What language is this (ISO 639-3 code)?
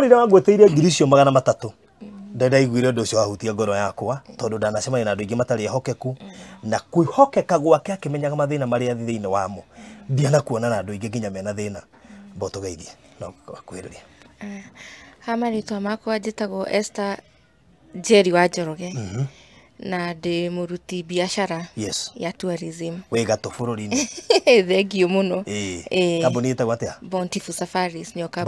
kik